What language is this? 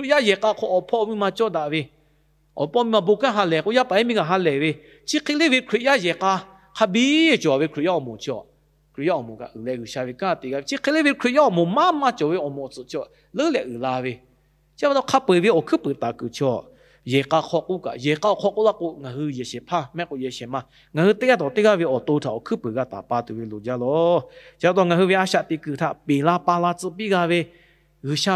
Lahu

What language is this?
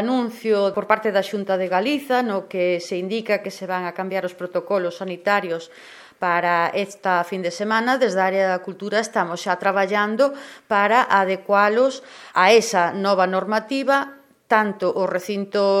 Galician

